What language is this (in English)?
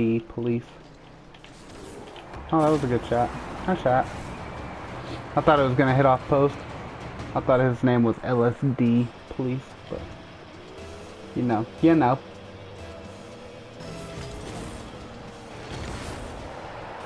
English